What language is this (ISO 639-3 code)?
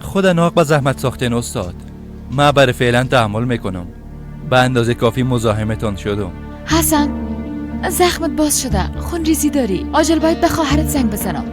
fas